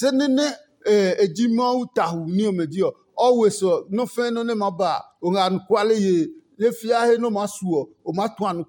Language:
Adangme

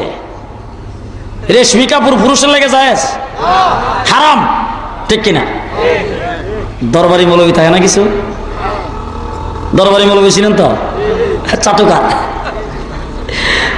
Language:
Bangla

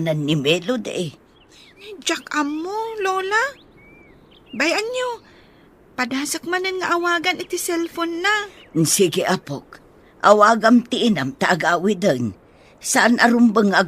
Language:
Iloko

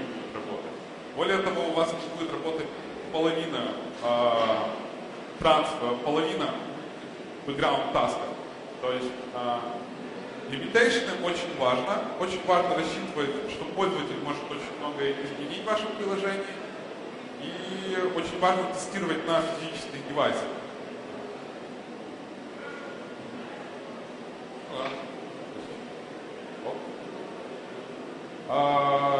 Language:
Russian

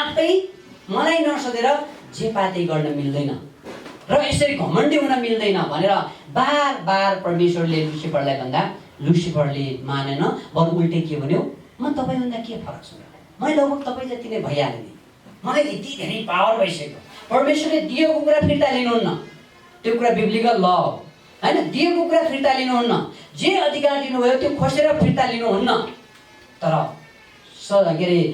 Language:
Nepali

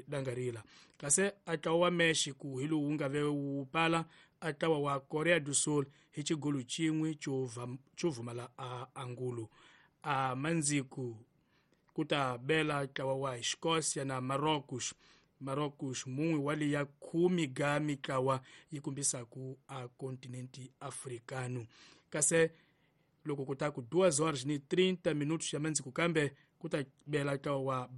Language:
Tsonga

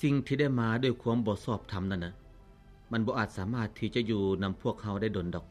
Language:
Lao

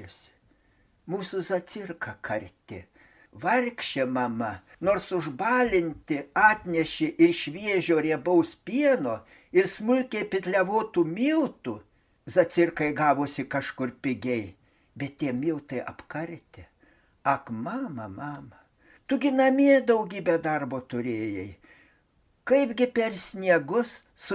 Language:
Lithuanian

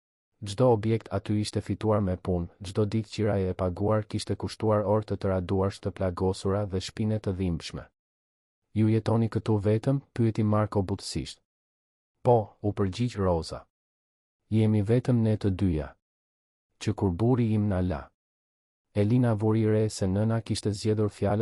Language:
Albanian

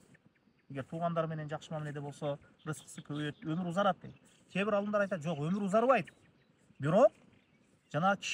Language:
Kyrgyz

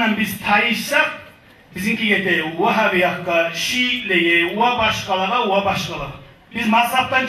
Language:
Kumyk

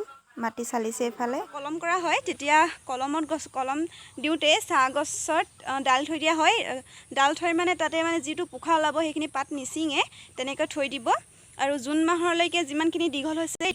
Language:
Assamese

